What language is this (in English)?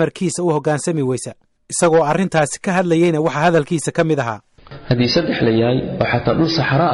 Somali